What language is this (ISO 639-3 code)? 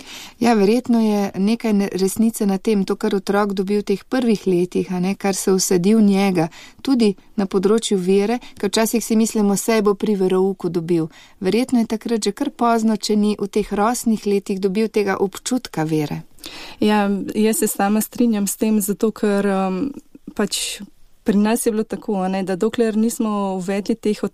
slv